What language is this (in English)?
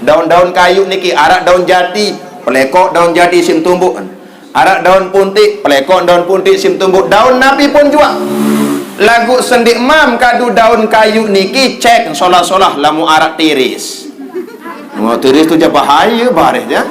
Sasak